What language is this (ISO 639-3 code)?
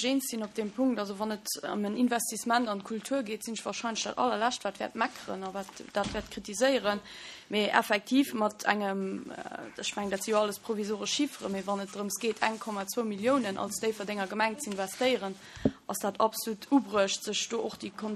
ltz